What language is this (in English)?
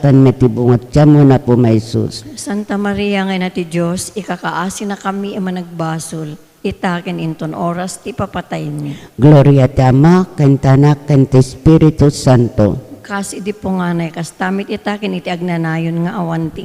Iloko